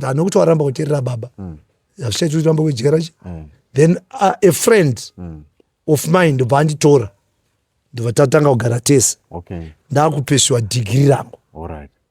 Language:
Shona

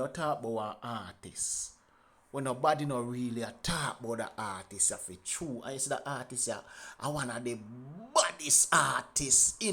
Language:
Jamaican Creole English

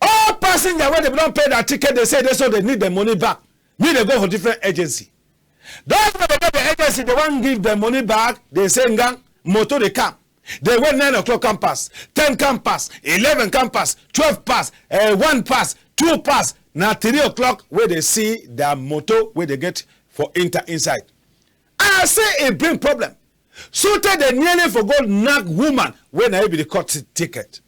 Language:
Cameroon Pidgin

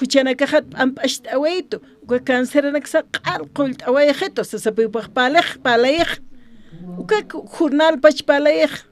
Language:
Aymara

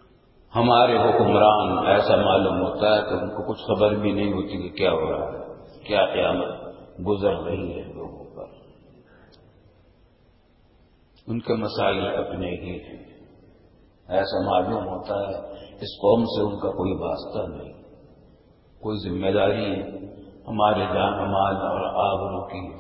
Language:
Urdu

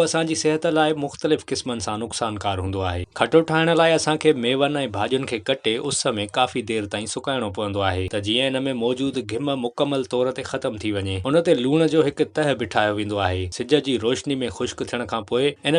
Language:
Sindhi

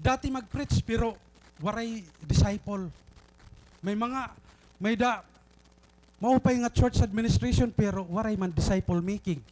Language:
Waray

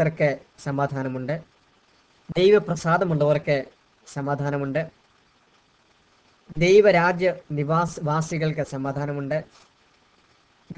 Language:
Malayalam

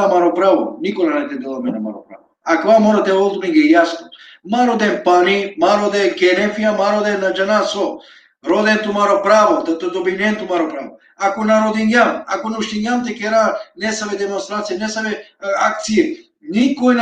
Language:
Balkan Romani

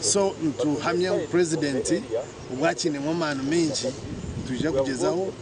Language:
Nyankole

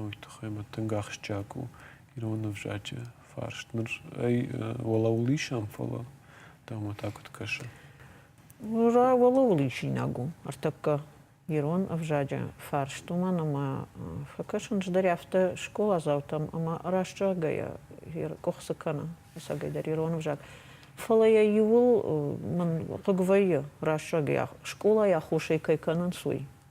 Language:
Ossetic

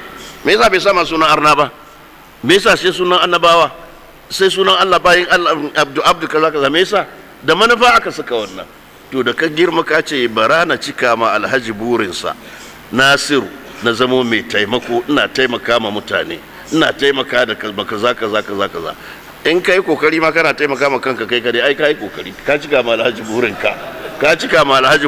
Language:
Hausa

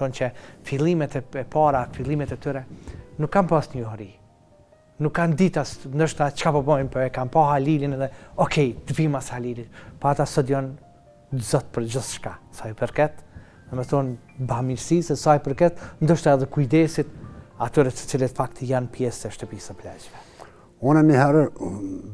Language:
Albanian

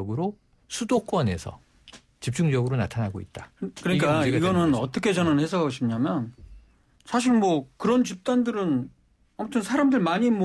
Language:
Korean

